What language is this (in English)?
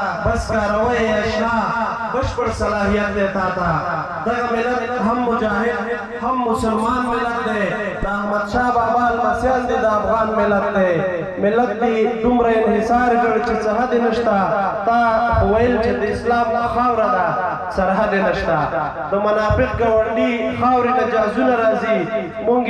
Pashto